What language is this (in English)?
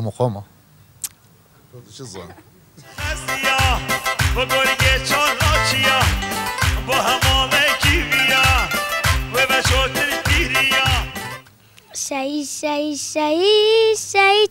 Kurdish